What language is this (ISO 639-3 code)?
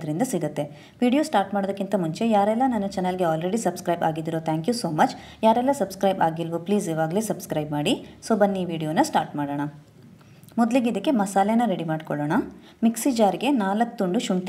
kan